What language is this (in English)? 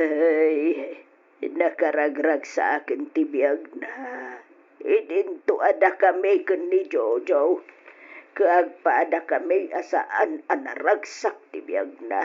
Iloko